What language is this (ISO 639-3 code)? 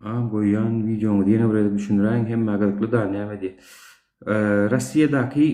tuk